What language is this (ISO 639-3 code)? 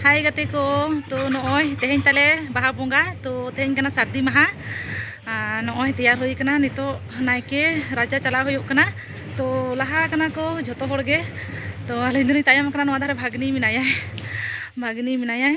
sat